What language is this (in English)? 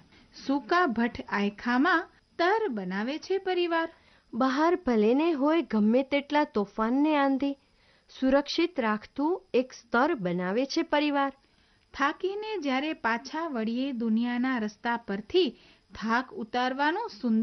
Gujarati